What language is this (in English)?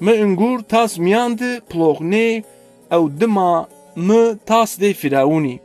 Zaza